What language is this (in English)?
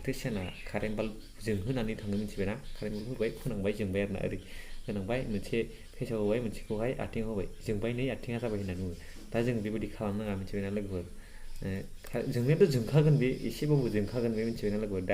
Bodo